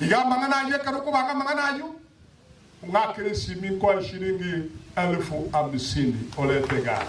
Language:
Gusii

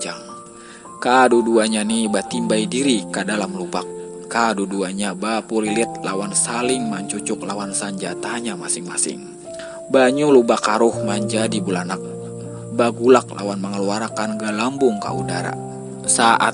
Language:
Banjar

